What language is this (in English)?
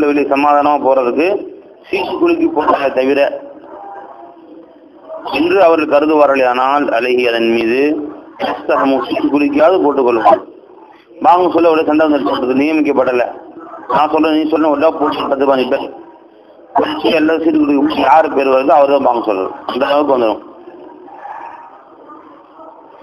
Tamil